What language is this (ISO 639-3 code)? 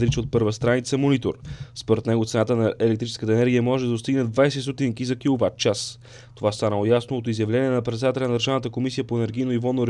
bul